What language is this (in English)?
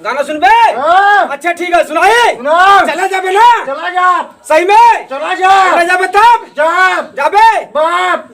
Awadhi